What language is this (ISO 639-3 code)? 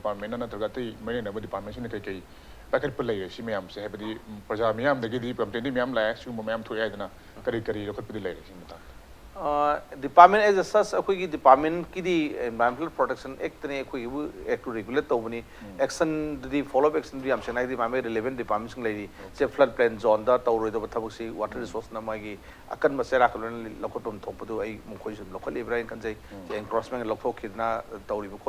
mni